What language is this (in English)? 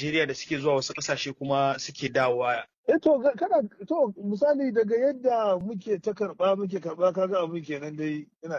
Hausa